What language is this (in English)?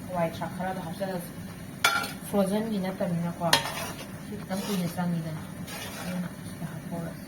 Manipuri